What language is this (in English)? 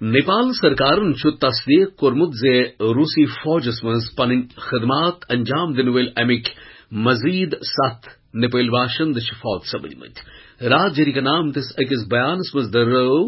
Kashmiri